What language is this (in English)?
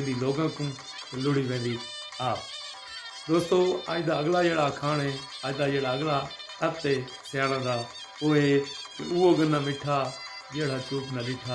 Saraiki